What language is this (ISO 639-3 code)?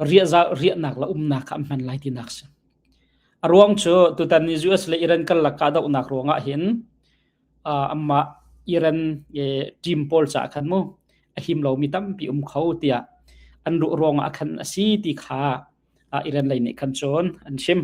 cnh